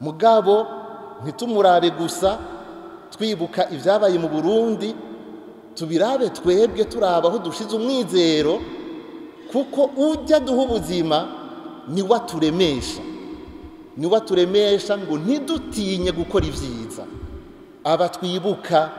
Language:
Rundi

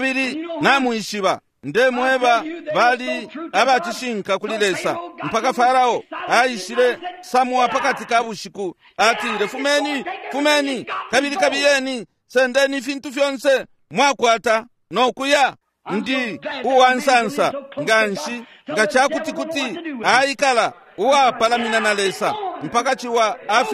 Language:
Bemba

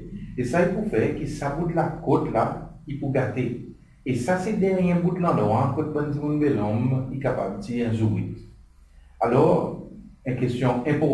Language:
Seselwa Creole French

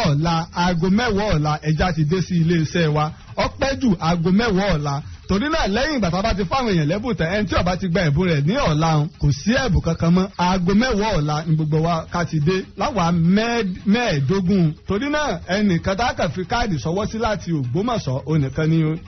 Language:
Yoruba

